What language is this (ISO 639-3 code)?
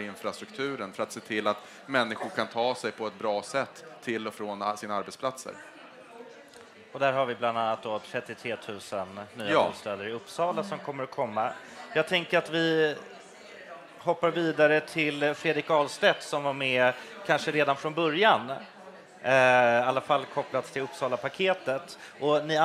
swe